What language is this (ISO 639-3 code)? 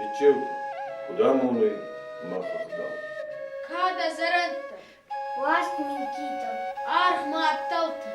oss